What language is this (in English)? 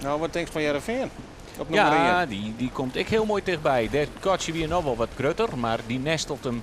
Western Frisian